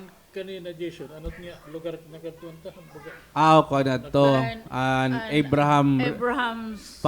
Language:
Waray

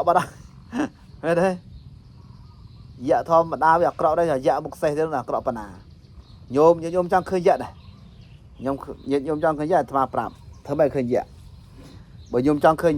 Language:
Khmer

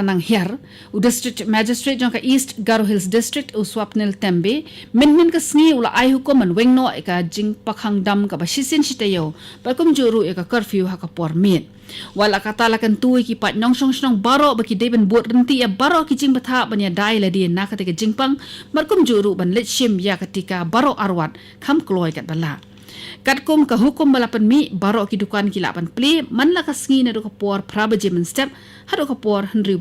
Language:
Khasi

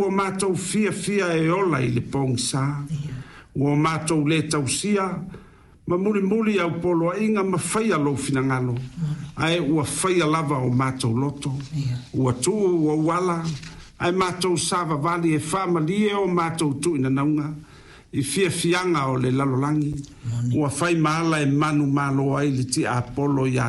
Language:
Samoan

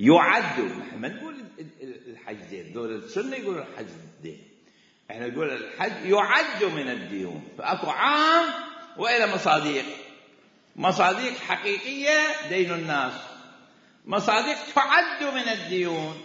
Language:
Mesopotamian Arabic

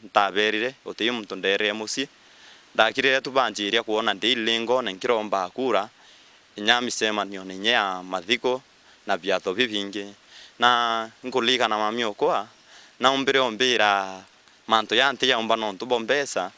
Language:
Meru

